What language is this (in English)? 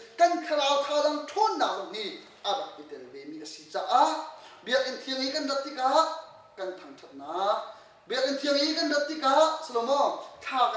Hakha Chin